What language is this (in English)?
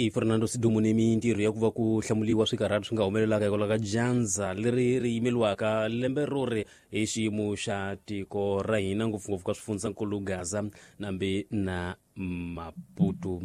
Tsonga